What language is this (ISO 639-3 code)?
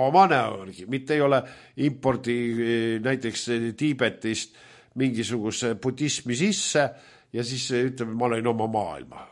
est